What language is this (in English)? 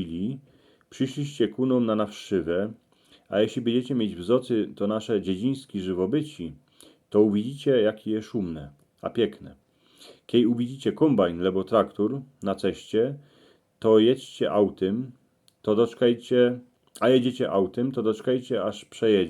Silesian